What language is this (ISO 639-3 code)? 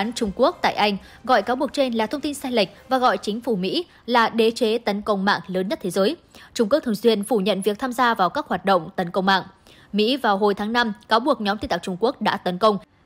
vie